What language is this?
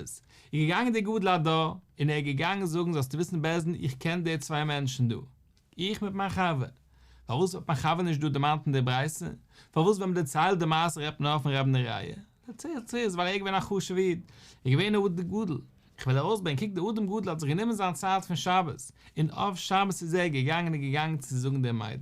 Yiddish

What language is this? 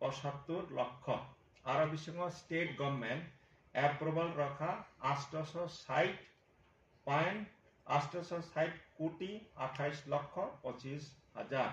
Kok Borok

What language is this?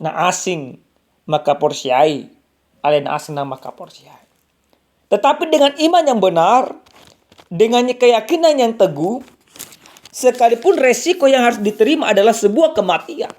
Batak Toba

